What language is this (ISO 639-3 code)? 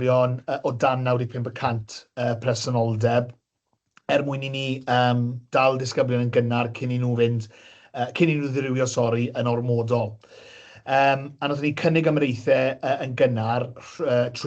cym